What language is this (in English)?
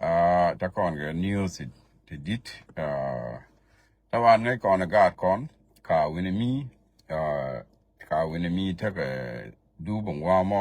Nuer